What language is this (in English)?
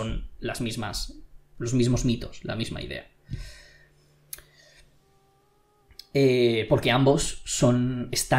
Spanish